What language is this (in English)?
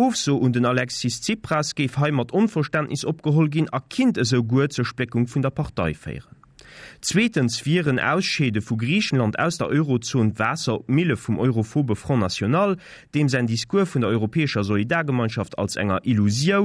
Luxembourgish